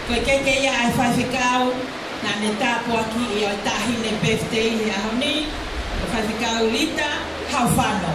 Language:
Tongan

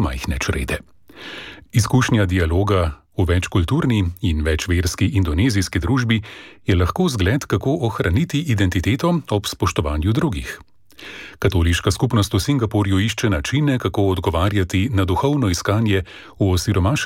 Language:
Slovenian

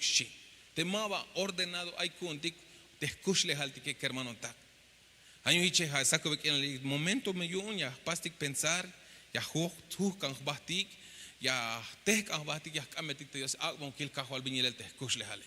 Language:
Tzeltal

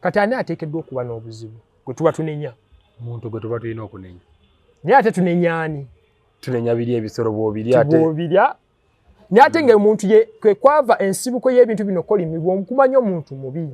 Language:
Ganda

